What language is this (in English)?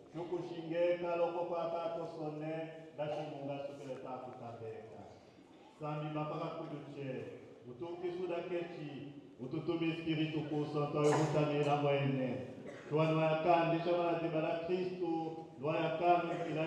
Tetela